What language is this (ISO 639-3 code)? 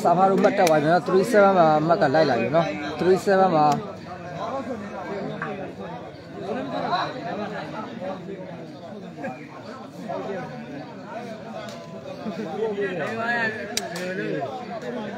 mya